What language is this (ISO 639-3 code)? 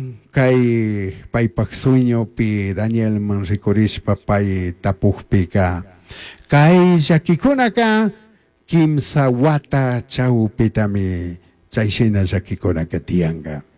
qug